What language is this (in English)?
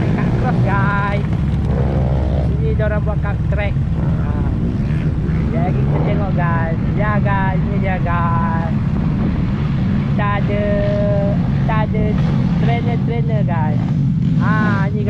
Malay